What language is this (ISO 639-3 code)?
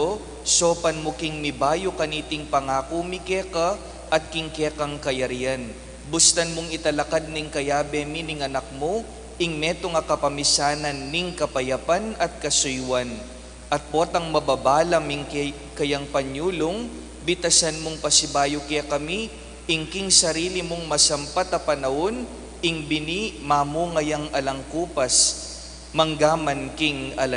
pam